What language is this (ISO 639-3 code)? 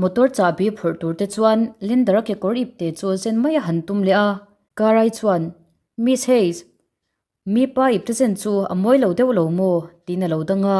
lus